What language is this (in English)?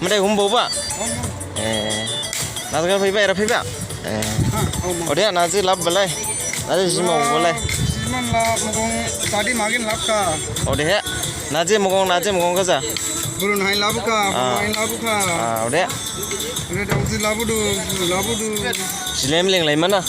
Dimasa